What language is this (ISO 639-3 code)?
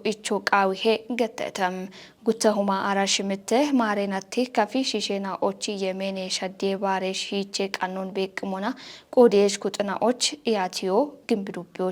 kbr